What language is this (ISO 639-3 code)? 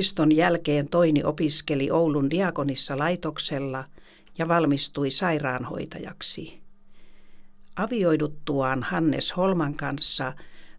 fin